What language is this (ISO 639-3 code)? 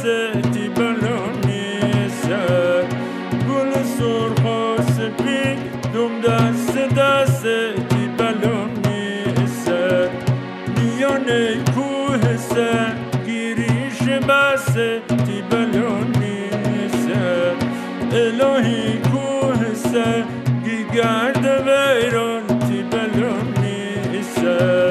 fas